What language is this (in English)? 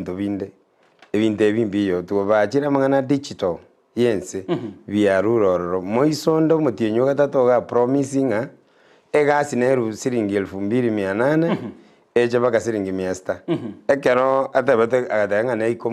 Gusii